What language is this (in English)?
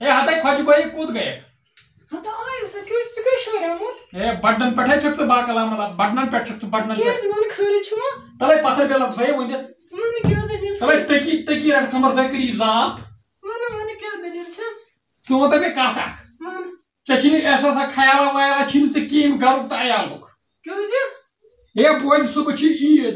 Kashmiri